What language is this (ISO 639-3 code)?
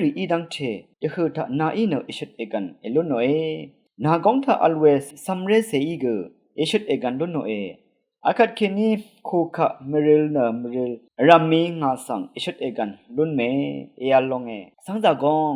raw